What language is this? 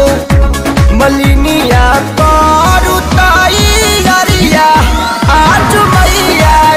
Bhojpuri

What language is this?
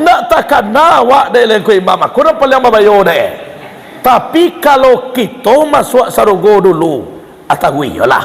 Minangkabau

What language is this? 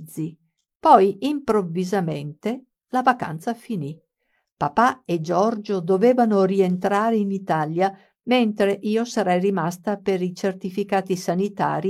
Italian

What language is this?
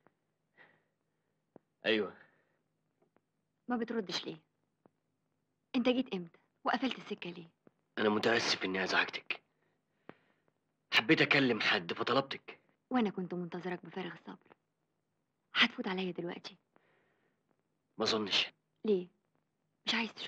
Egyptian Arabic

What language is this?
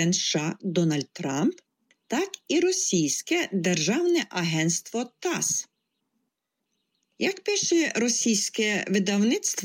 Ukrainian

